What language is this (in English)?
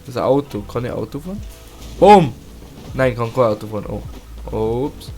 Bavarian